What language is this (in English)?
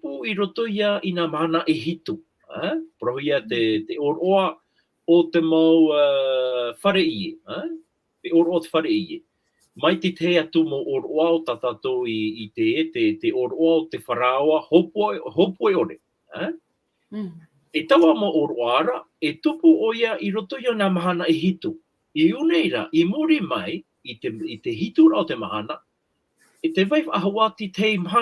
Tahitian